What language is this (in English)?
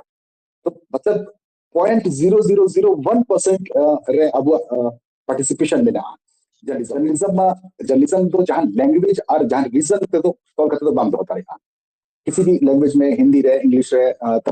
Santali